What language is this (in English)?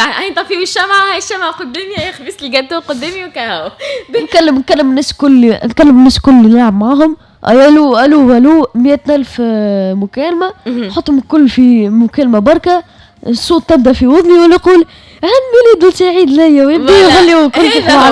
Tunisian Arabic